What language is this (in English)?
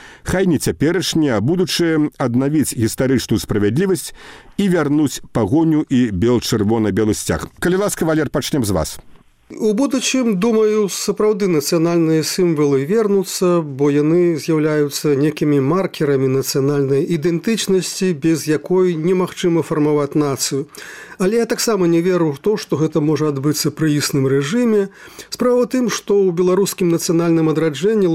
Belarusian